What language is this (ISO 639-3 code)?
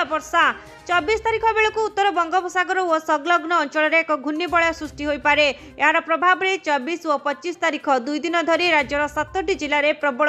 ori